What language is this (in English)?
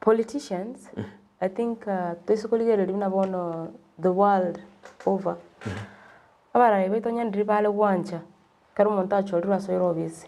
Gusii